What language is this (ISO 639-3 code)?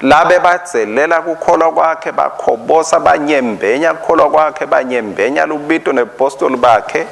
ssw